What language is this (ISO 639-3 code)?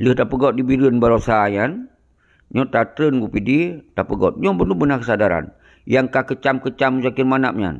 ace